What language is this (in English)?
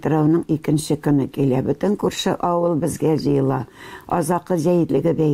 Tatar